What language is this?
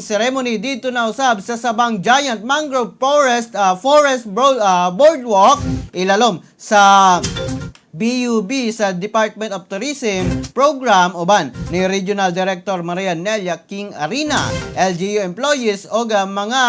Cebuano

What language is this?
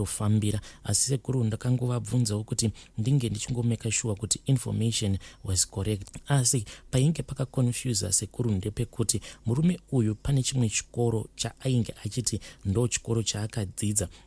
Shona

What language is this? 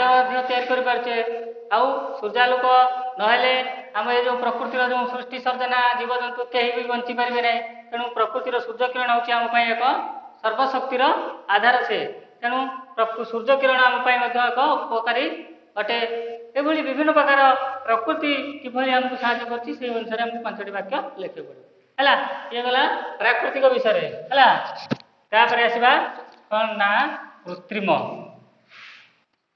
Odia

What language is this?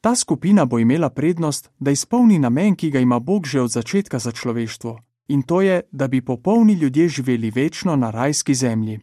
Slovenian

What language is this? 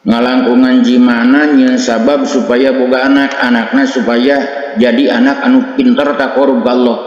Sundanese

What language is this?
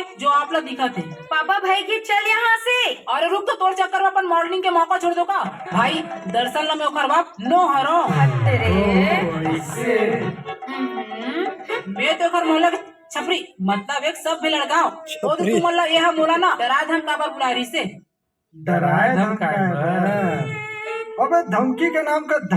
Chhattisgarhi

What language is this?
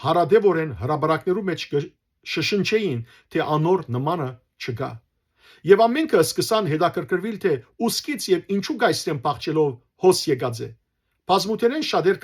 Western Armenian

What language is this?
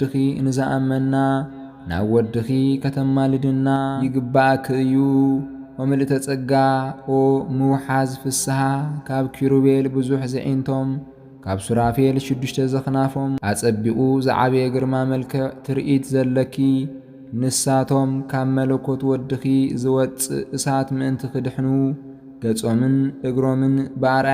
Tigrinya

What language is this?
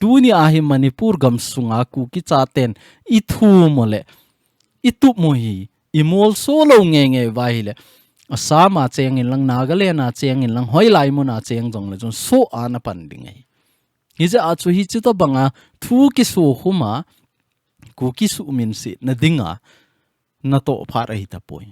Thado Chin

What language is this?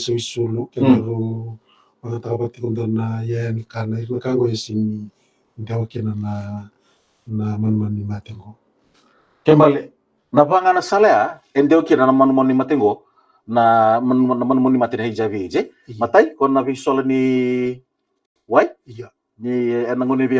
Fijian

